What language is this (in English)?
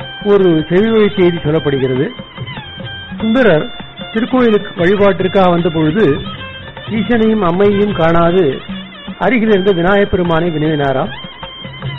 Tamil